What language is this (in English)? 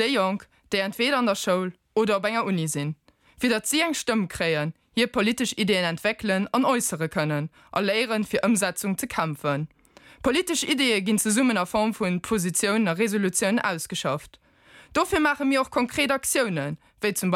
Luxembourgish